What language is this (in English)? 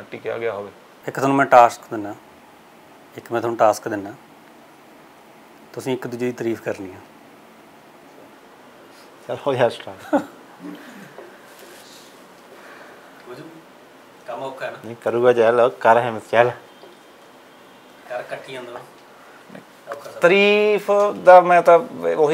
Punjabi